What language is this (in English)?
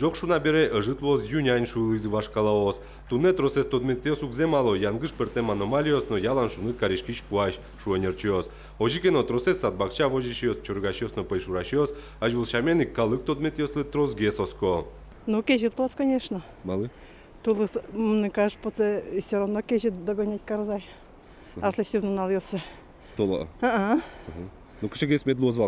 Udmurt